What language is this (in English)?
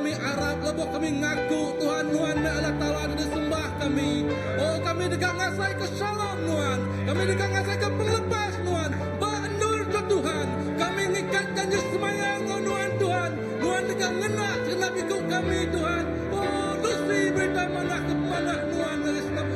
Iban